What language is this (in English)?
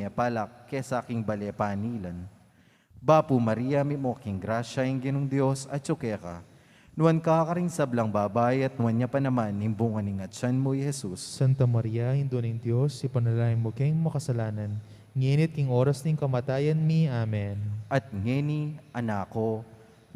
Pampanga